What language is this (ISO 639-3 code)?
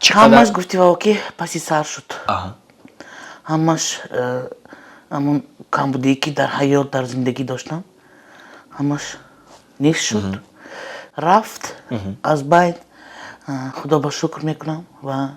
tgk